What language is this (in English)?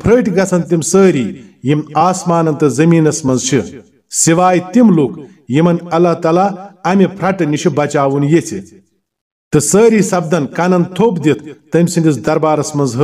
Kashmiri